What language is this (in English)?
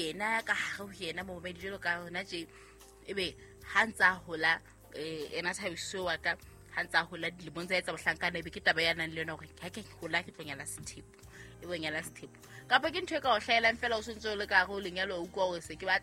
Southern Sotho